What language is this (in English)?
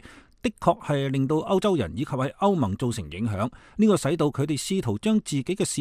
Cantonese